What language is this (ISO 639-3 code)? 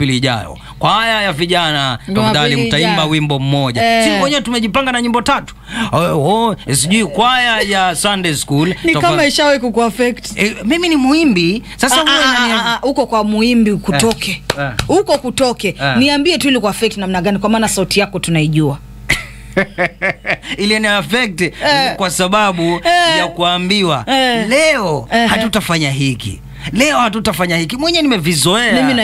swa